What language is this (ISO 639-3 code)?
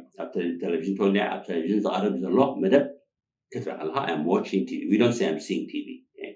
tir